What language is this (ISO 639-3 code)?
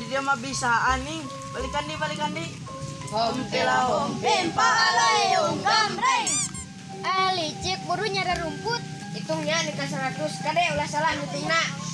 sun